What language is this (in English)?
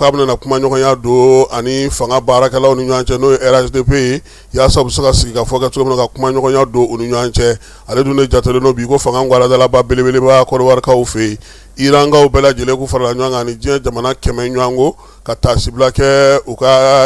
Bambara